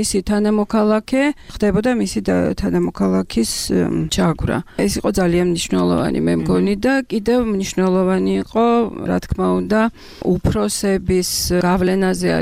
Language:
Georgian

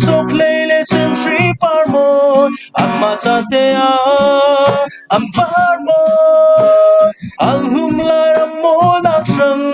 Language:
Falam Chin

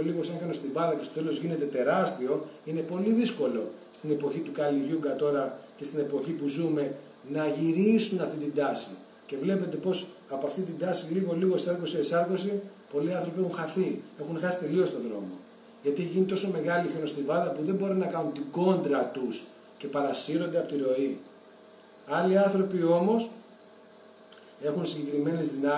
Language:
Greek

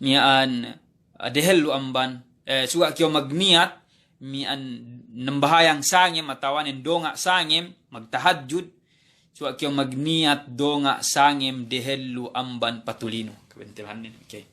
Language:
Yakan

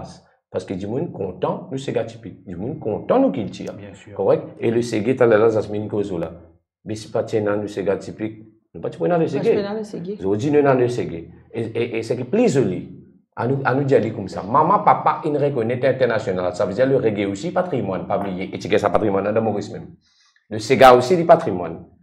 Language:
Morisyen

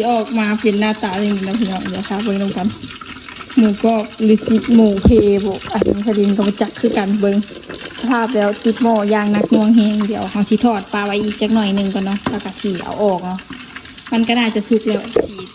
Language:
Lao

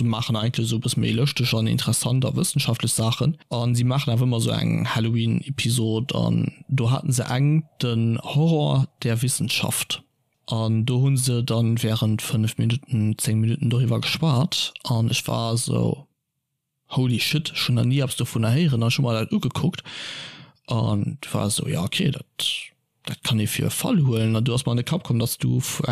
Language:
Luxembourgish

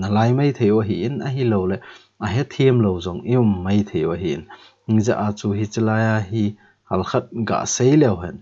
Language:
Thado Chin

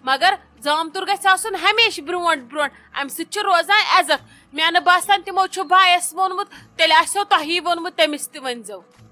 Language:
Kashmiri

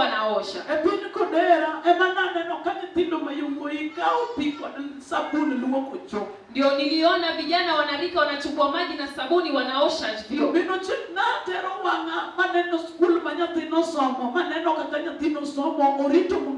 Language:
Luo (Kenya and Tanzania)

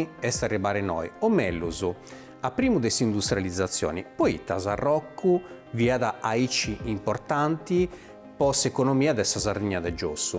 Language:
Sardinian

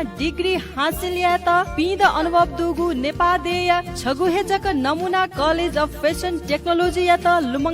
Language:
Newari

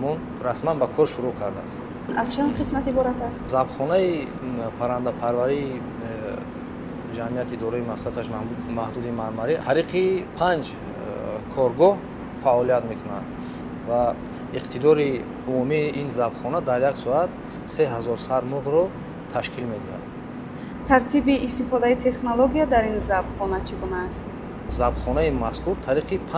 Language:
Tajik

